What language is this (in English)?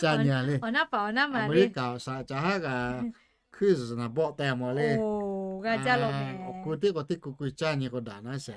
Lahu